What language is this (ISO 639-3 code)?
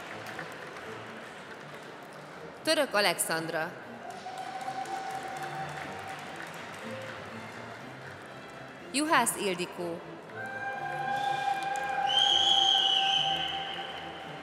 hun